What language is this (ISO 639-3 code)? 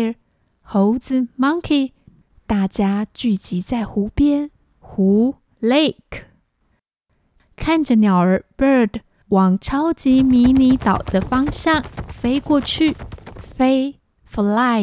zho